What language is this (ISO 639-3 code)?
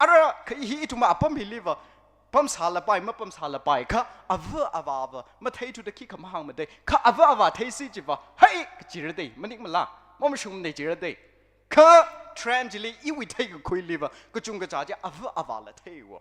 nmf